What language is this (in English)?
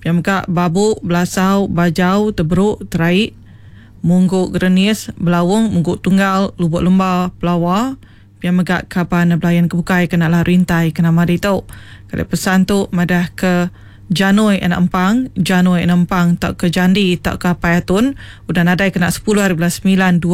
Iban